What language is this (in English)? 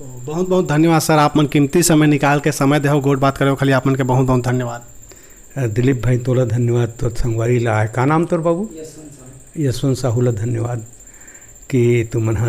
Chhattisgarhi